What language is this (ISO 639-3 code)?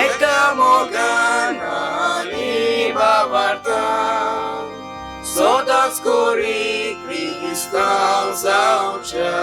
kok